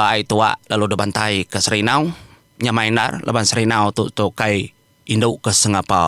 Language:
Iban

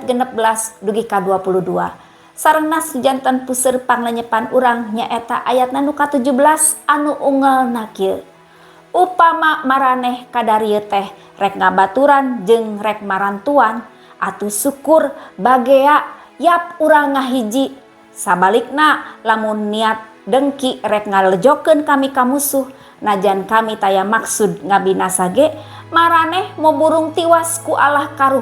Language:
Sundanese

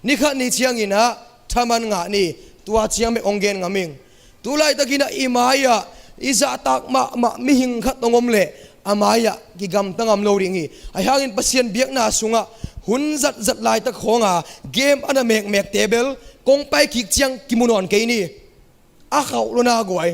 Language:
Tedim Chin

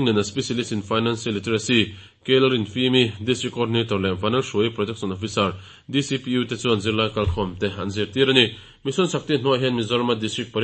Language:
Mizo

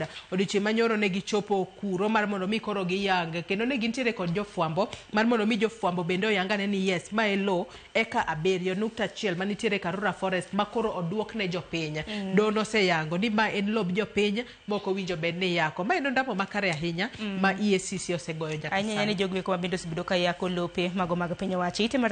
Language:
Luo (Kenya and Tanzania)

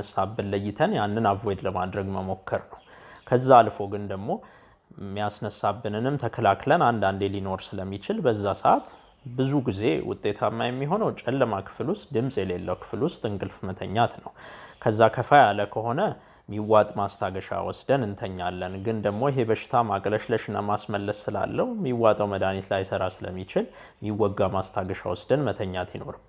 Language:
Amharic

